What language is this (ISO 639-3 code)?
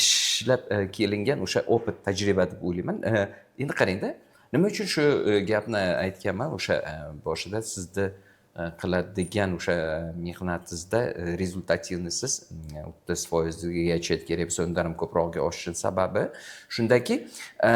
uzb